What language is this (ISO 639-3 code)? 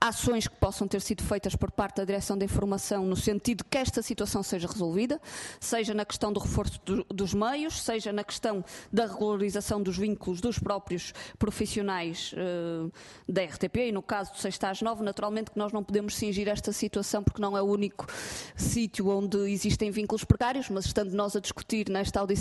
por